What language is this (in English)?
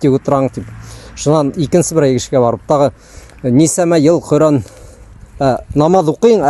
Bashkir